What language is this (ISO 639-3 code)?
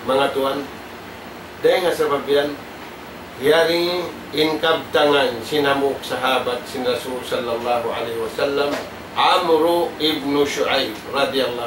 tsg